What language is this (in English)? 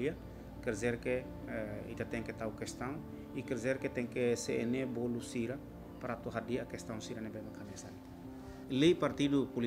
Tetum